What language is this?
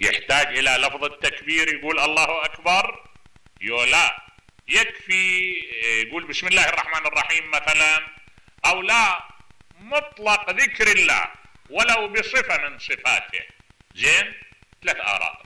Mesopotamian Arabic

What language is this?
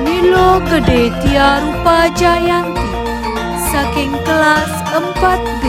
Balinese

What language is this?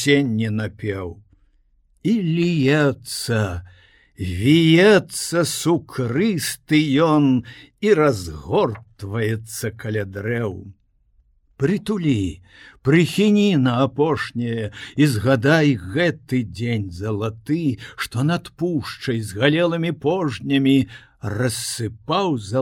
Belarusian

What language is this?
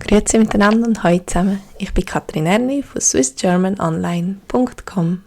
Swiss German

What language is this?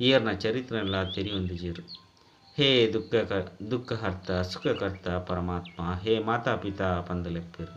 Tulu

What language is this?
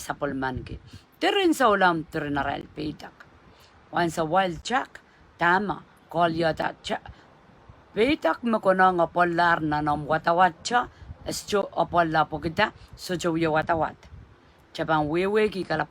Pohnpeian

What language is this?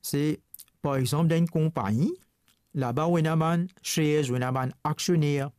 Morisyen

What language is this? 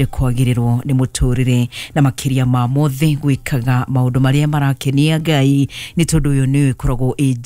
Kikuyu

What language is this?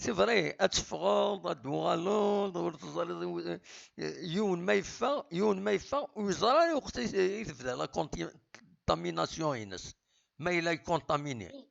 Kabyle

